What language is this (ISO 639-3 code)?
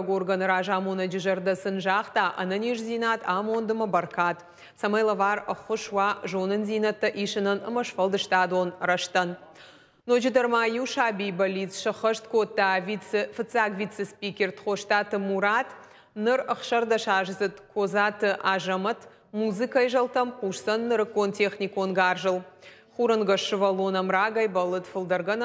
oss